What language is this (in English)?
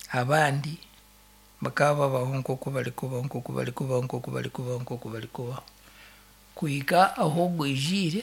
Nyankole